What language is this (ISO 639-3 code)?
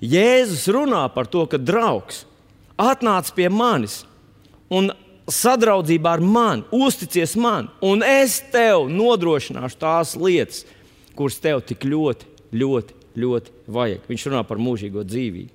lav